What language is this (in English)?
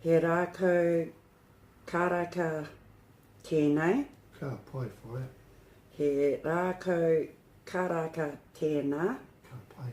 Māori